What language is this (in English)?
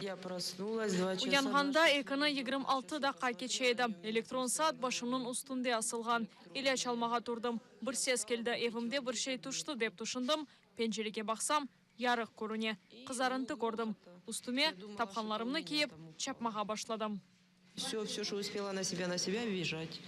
Crimean Tatar